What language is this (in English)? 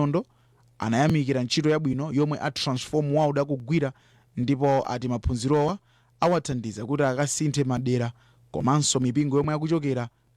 Nyanja